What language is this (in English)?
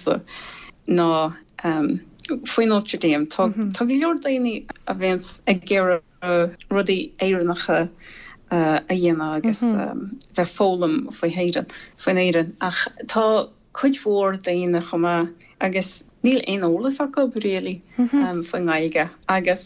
Irish